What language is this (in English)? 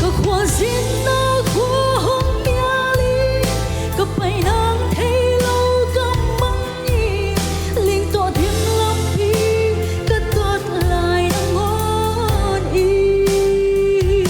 Paite Chin